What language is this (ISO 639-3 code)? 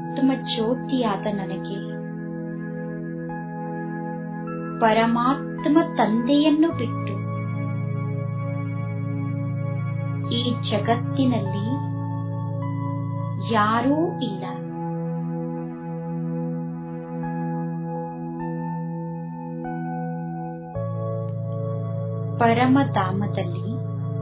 kan